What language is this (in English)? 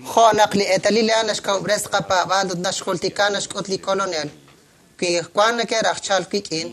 Kekchí